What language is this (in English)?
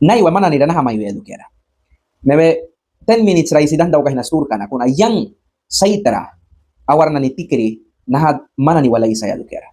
Mískito